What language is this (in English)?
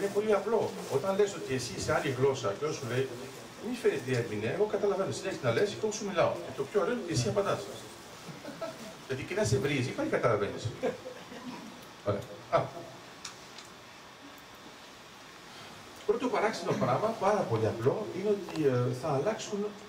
Greek